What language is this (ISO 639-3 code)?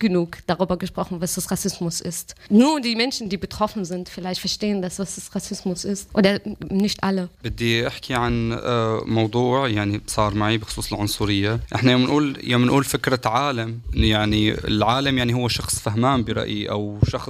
deu